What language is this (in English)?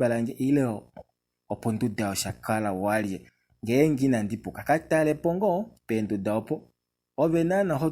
Kuanyama